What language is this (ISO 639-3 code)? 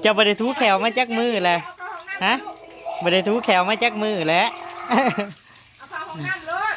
tts